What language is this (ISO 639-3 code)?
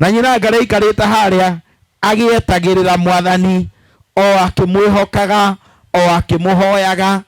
kik